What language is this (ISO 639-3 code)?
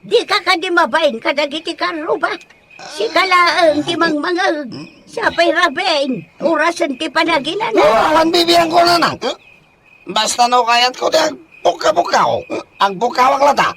ilo